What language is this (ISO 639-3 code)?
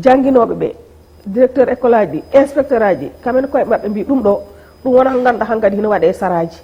ful